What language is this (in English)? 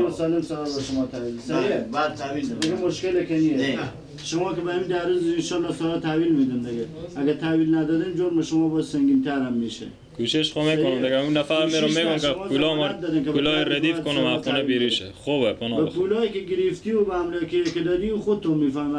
Persian